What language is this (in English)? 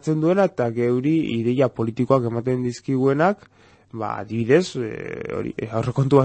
Basque